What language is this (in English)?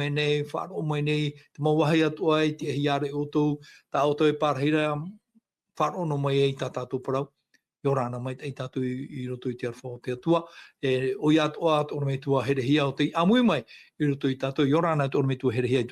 Tahitian